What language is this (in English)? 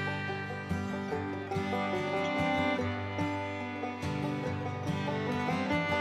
Bangla